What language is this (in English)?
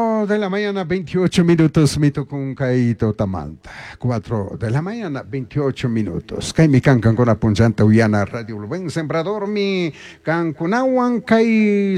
Chimborazo Highland Quichua